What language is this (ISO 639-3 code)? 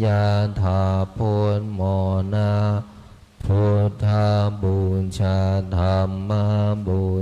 pli